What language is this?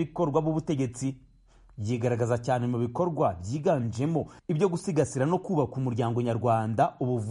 Kinyarwanda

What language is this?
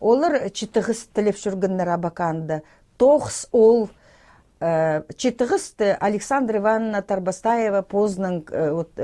Khakas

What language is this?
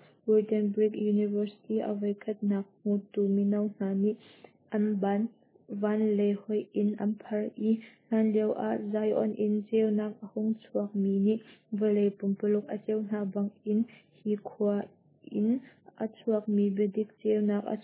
Hakha Chin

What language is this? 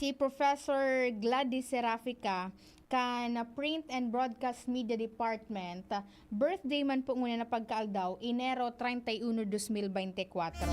Bikol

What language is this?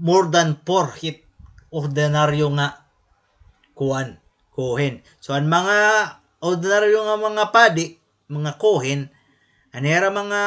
Waray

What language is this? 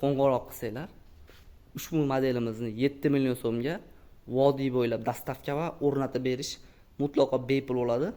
Uzbek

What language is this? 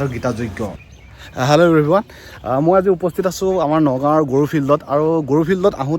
Assamese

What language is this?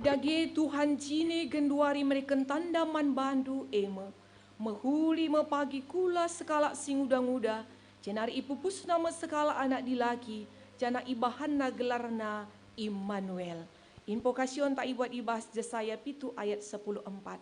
Batak Karo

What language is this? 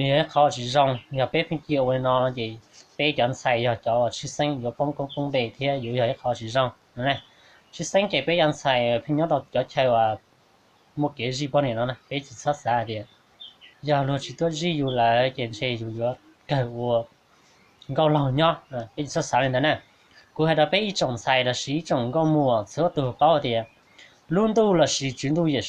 Hmong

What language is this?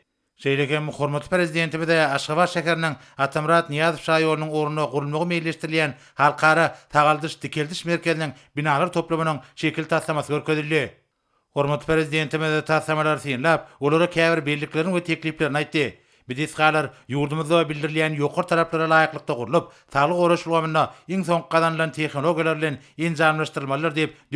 Turkmen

